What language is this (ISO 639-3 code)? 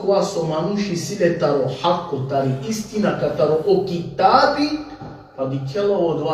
rmn